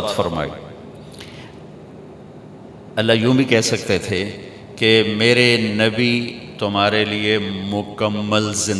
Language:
Urdu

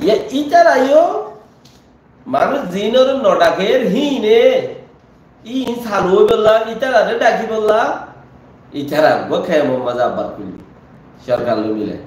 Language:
Rohingya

